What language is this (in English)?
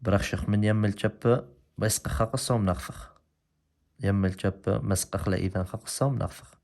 Assyrian Neo-Aramaic